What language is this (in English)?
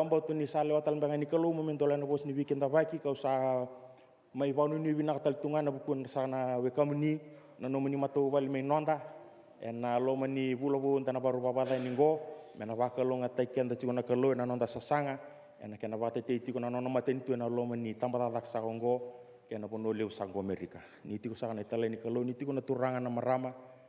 Fijian